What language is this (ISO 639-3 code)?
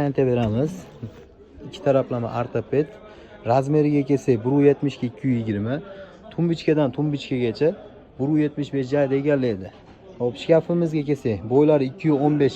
uzb